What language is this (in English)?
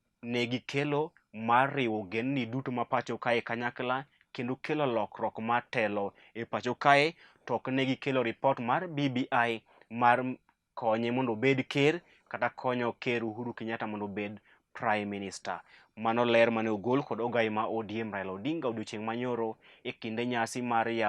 Luo (Kenya and Tanzania)